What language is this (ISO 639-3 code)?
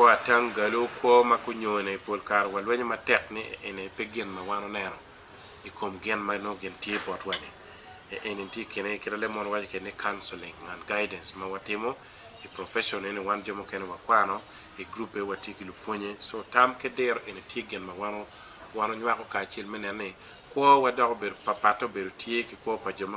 ach